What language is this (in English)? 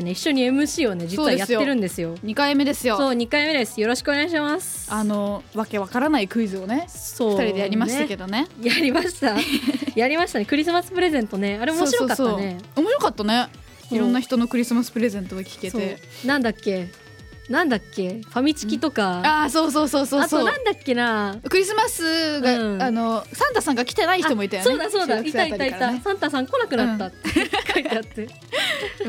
Japanese